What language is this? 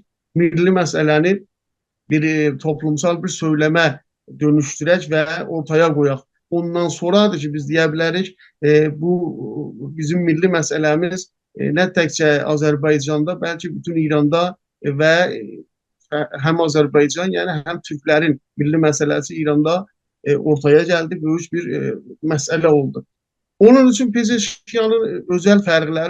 South Azerbaijani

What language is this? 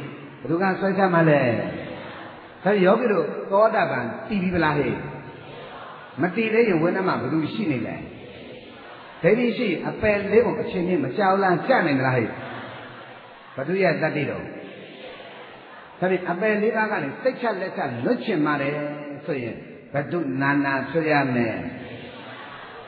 Burmese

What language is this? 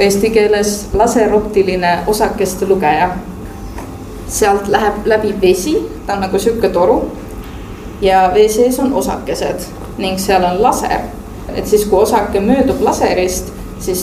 Estonian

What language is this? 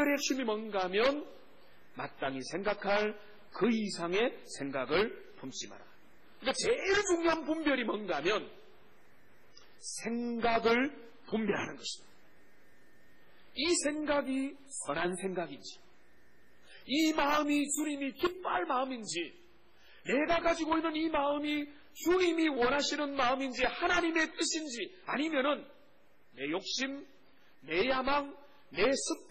Korean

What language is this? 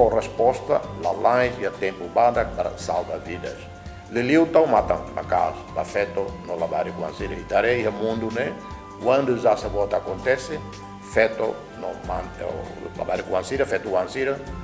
Tetum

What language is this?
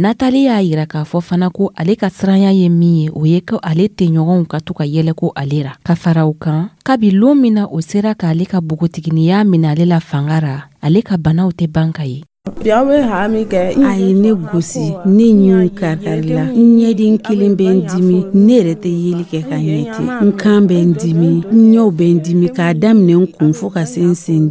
Dyula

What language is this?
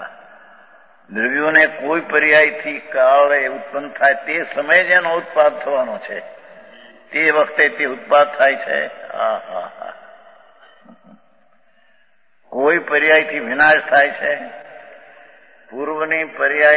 Gujarati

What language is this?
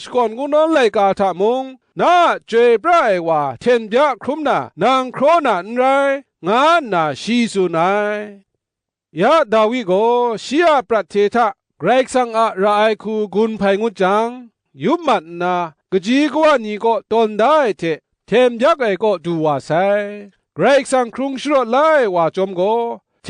Kachin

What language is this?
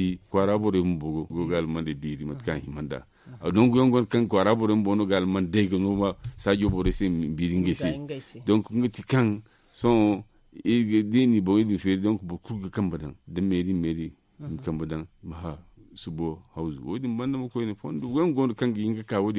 Zarma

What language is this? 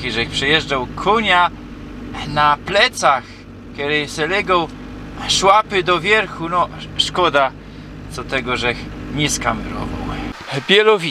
Silesian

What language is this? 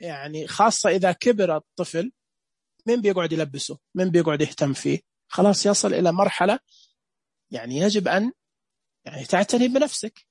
Najdi Arabic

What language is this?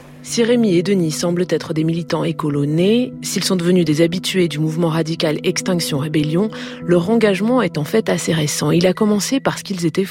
French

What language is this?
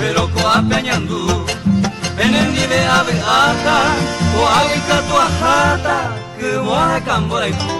Guarani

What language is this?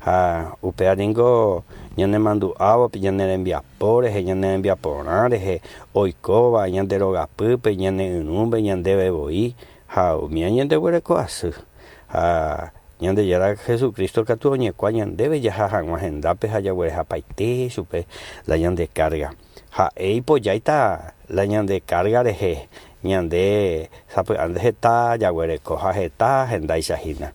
Guarani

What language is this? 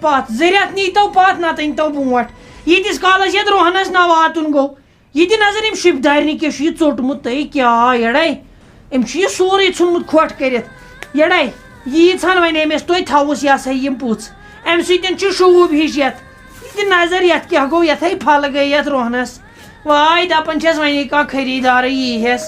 Kashmiri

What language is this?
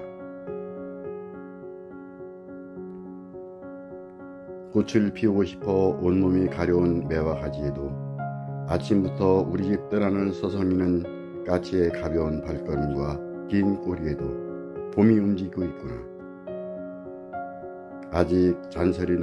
Korean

